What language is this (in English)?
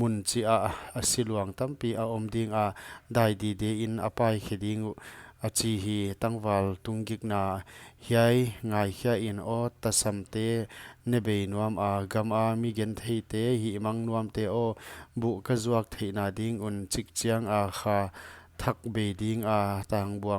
Paite Chin